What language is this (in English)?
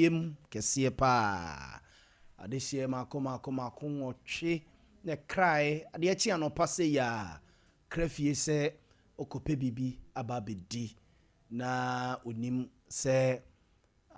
Akan